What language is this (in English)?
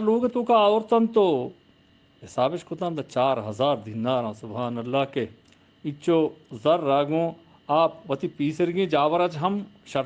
Eastern Balochi